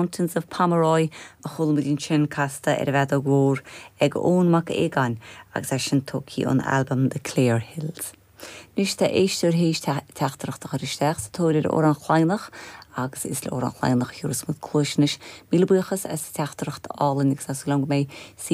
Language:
Irish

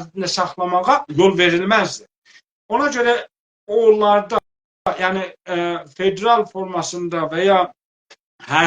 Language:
South Azerbaijani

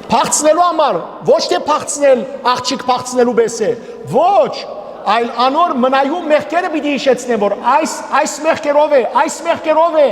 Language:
Western Armenian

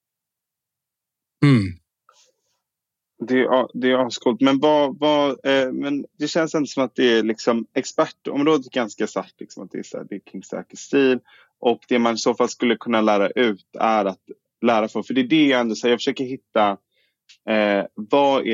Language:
Swedish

